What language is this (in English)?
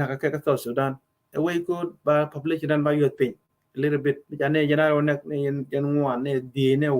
Nuer